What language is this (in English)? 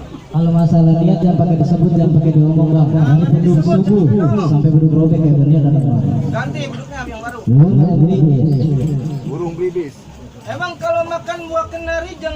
Betawi